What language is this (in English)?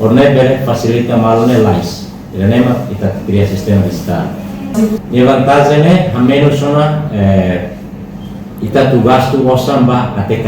Tetum